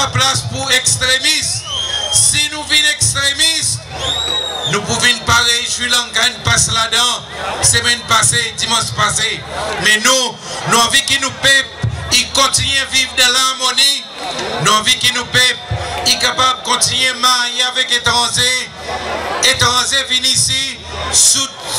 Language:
Seselwa Creole French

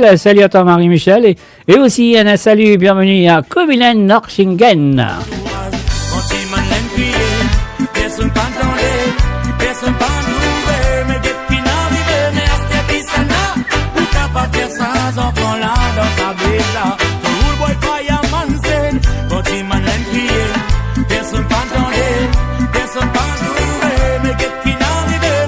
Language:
Morisyen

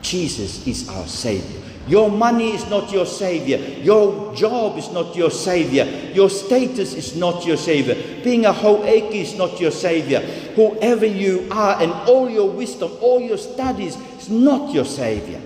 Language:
Tongan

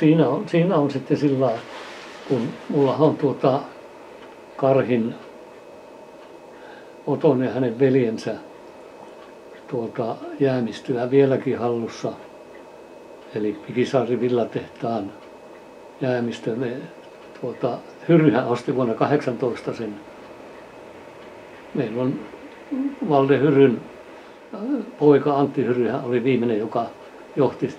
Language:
Finnish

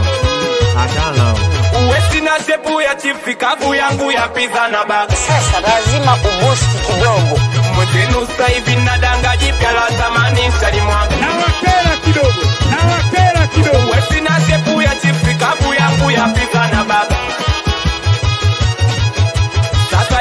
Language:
Swahili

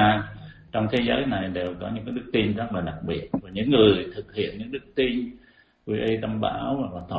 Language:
Vietnamese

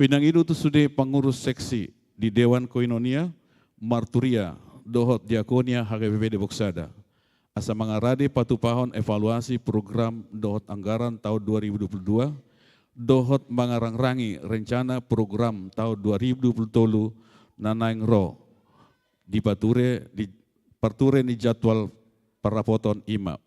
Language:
Batak Toba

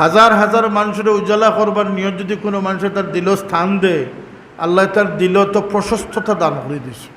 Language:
Sylheti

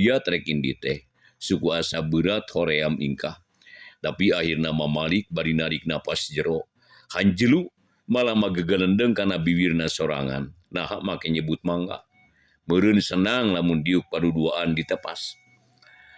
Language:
Sundanese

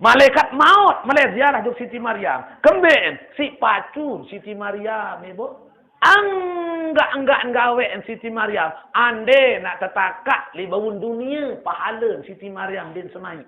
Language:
Sasak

